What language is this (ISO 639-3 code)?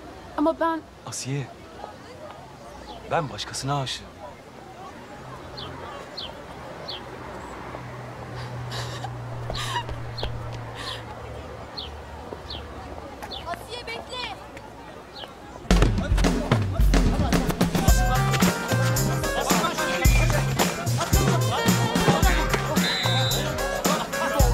tur